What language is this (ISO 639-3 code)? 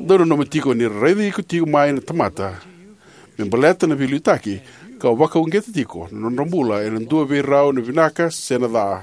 fij